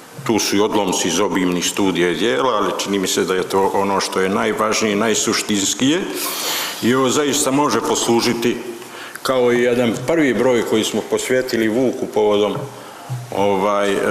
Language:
Serbian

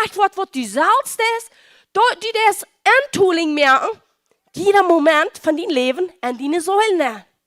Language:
Plautdietsch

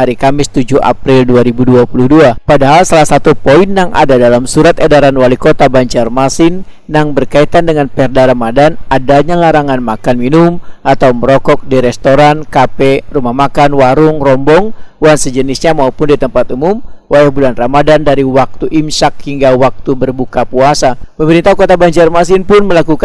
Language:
Banjar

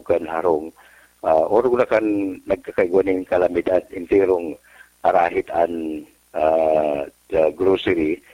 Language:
Bikol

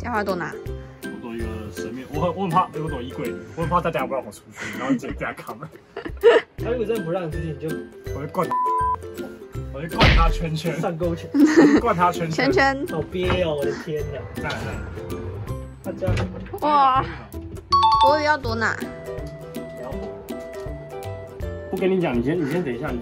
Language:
Chinese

